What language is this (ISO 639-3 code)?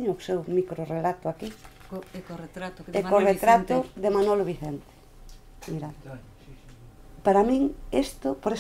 glg